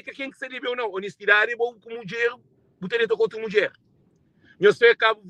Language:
Kabuverdianu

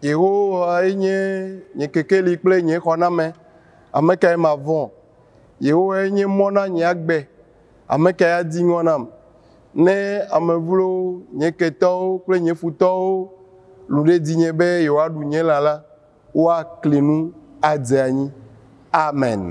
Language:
Ewe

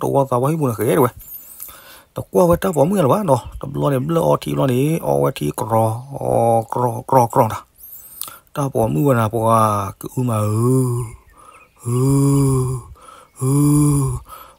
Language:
S'gaw Karen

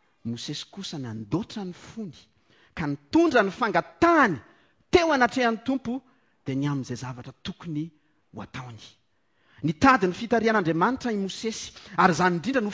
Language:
Malagasy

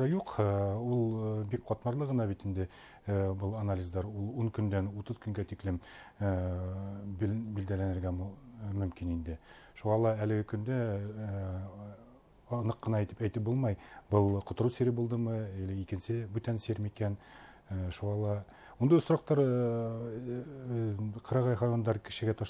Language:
Bashkir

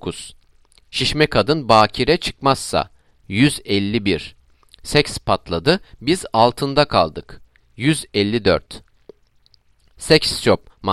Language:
Turkish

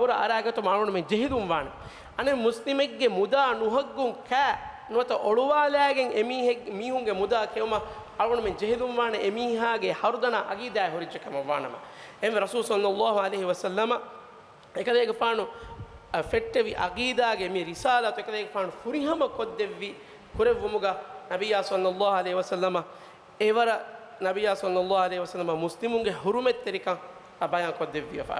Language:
Divehi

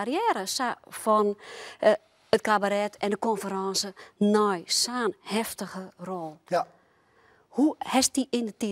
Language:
Western Frisian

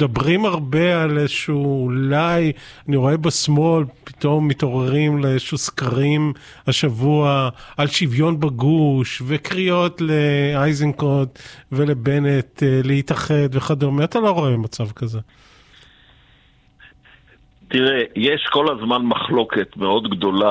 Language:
Hebrew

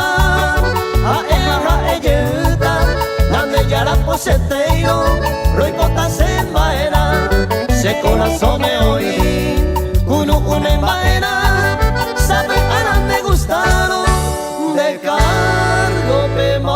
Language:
Guarani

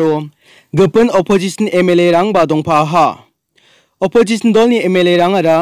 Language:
Garo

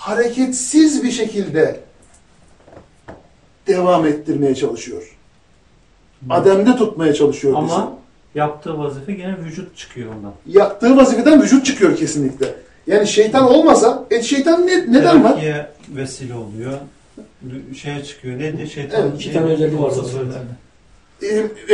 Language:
Turkish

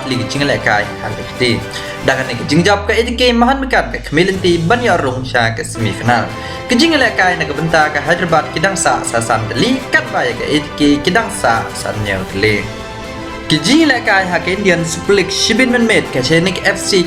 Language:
Khasi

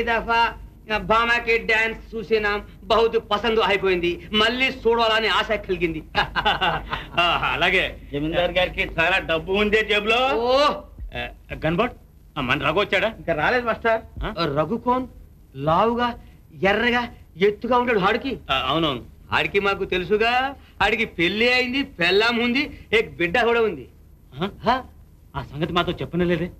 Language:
Telugu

